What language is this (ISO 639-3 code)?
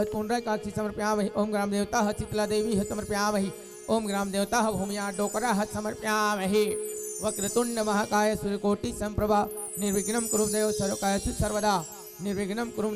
hne